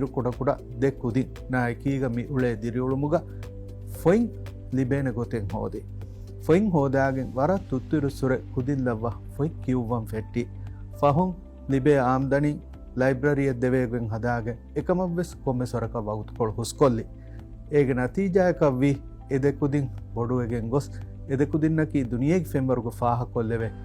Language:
Divehi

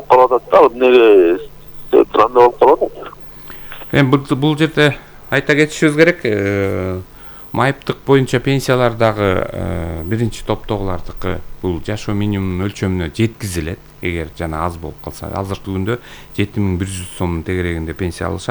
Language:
Kyrgyz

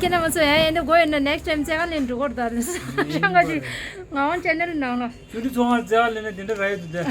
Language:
Tibetan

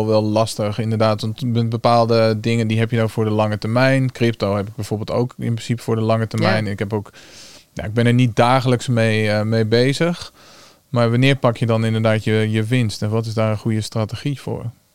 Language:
Dutch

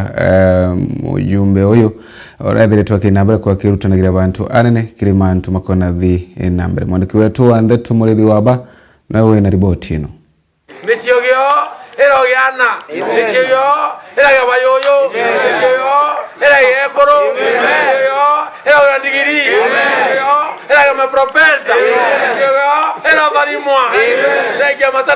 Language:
Meru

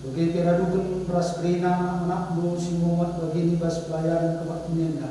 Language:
Batak Karo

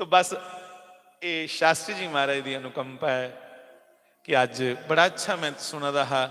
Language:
Dogri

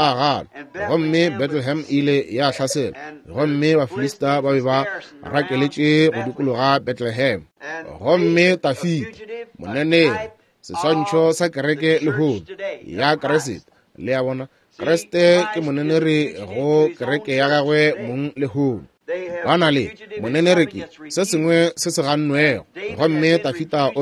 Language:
Northern Sotho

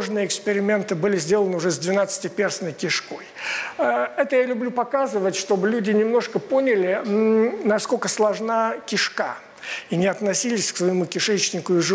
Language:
Russian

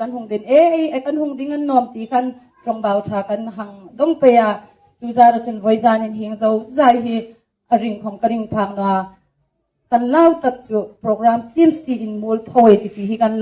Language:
Hmar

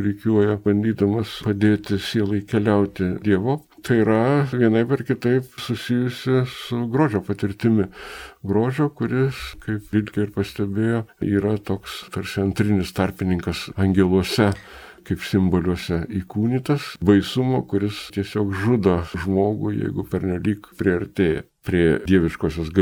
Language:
Lithuanian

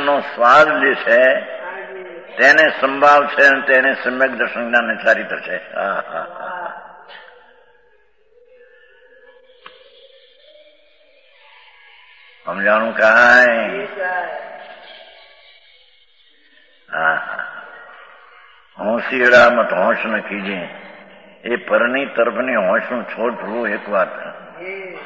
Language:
Gujarati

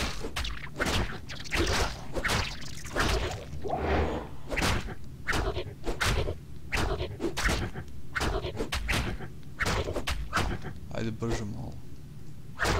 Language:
Croatian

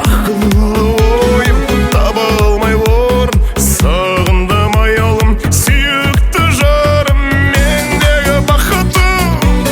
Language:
Kara-Kalpak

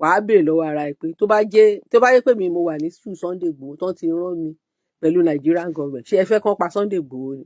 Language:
Yoruba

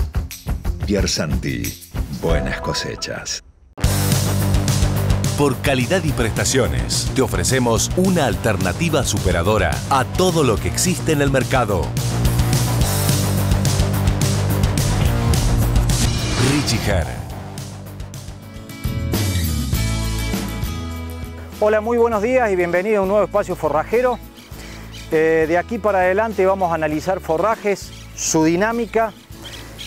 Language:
Spanish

